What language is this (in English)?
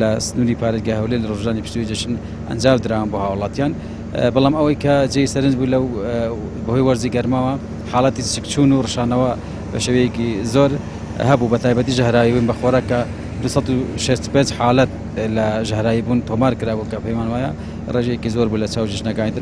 Central Kurdish